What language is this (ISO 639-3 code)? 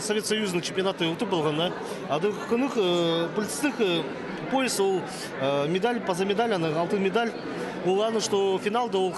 kjh